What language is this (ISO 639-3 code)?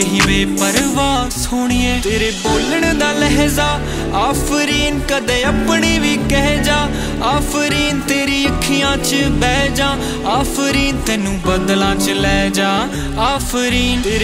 pan